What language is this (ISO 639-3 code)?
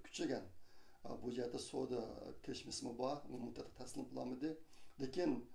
uig